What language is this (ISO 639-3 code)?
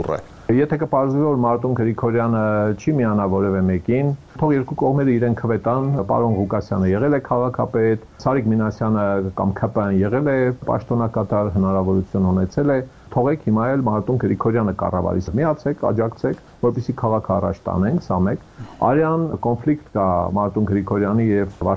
hye